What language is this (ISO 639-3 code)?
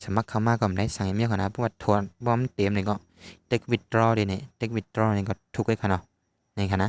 shn